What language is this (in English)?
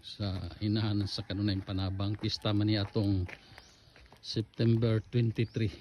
Cebuano